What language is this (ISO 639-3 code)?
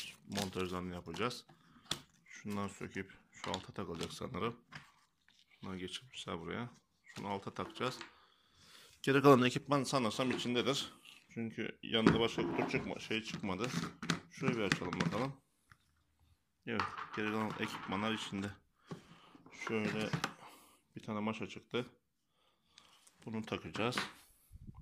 tur